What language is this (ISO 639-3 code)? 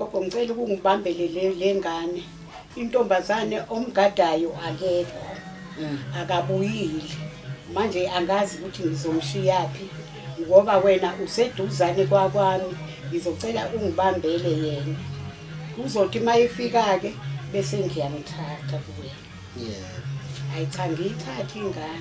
zul